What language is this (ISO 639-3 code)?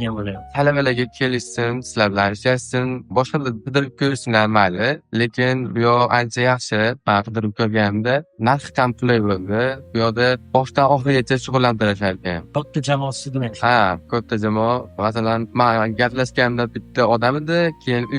uzb